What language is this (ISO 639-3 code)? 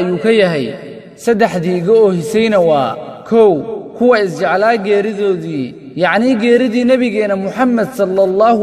som